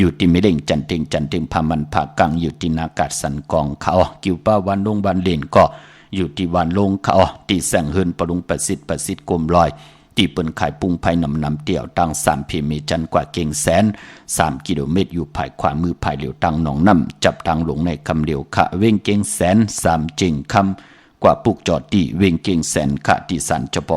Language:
Shan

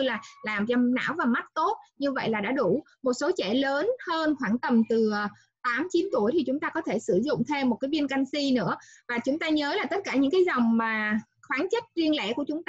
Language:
Vietnamese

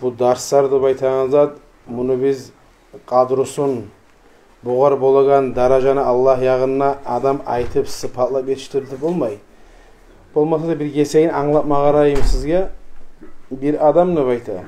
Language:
Kumyk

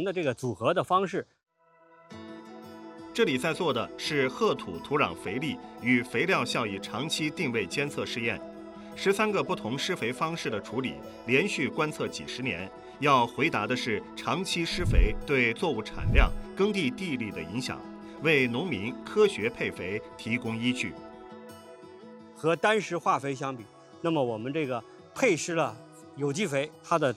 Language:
Chinese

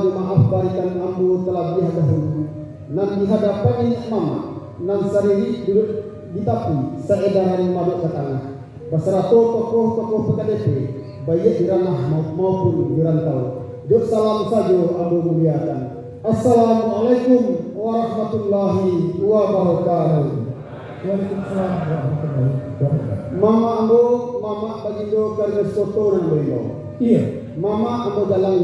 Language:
Minangkabau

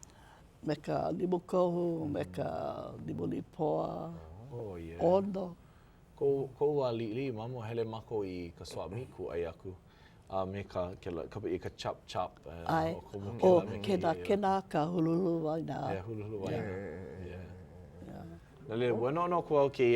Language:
Hawaiian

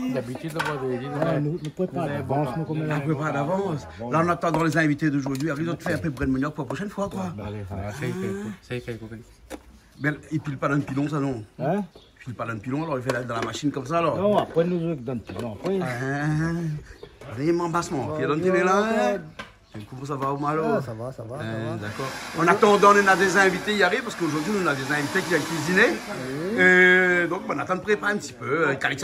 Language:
Réunion Creole French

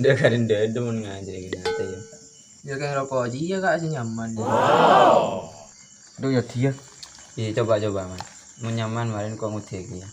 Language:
Madurese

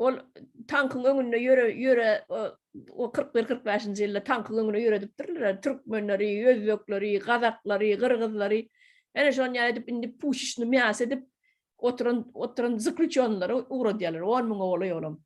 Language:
Turkmen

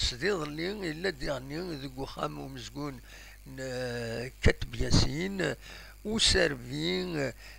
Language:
Kabyle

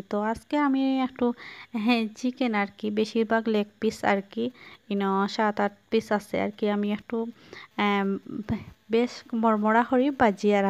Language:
Sylheti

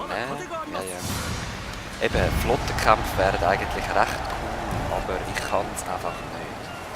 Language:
Swiss German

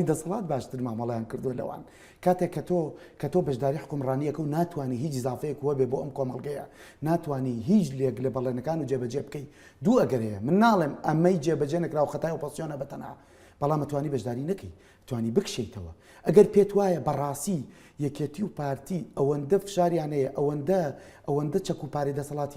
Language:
Central Kurdish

